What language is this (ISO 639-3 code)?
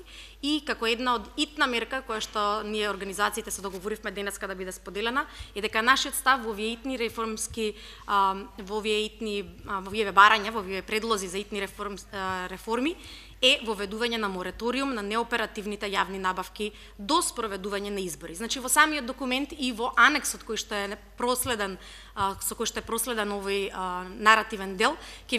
mkd